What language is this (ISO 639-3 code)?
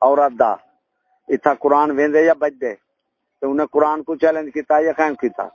skr